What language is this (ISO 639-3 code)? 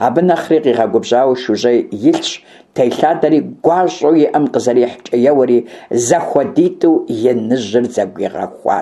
kbd